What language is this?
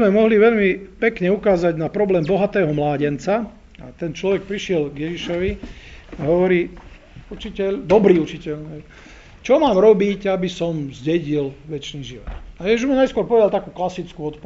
Slovak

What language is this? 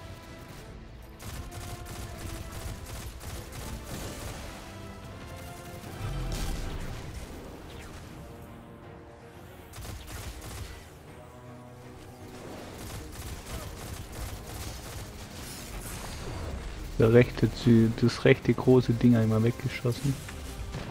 German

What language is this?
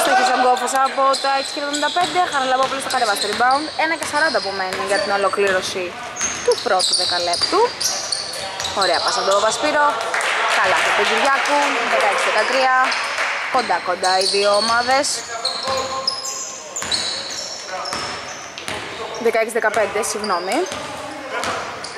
Greek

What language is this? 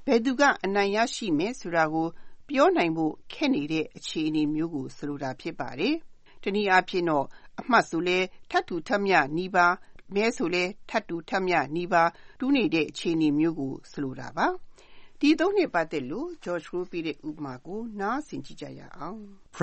Burmese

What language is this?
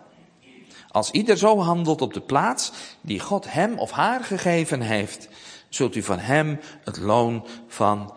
Dutch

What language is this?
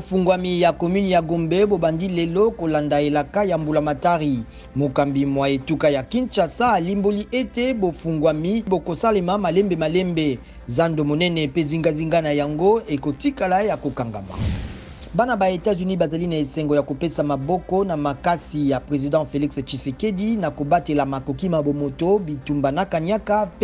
Lingala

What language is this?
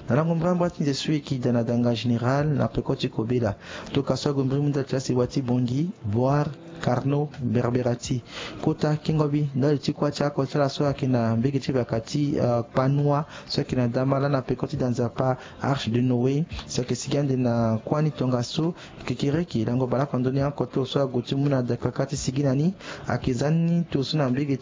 Sango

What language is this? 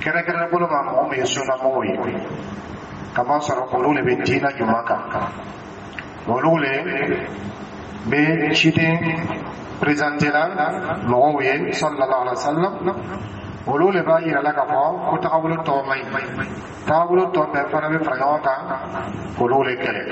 Dyula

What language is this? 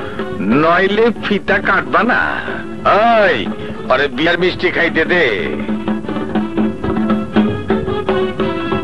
Bangla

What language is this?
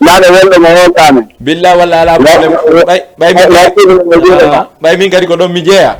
Fula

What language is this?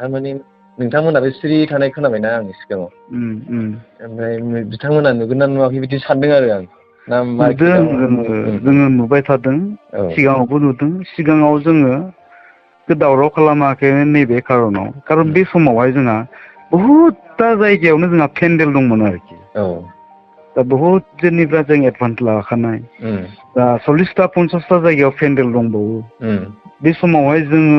Bodo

